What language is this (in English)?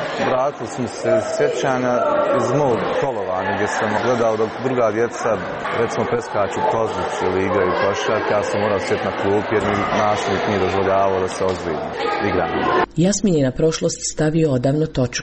Croatian